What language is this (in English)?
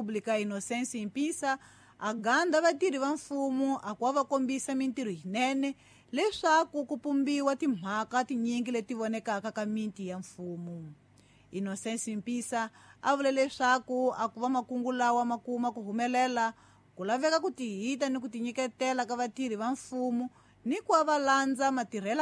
Tsonga